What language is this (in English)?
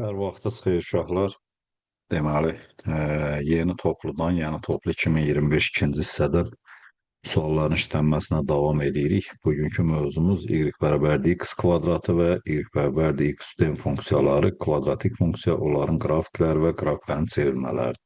Azerbaijani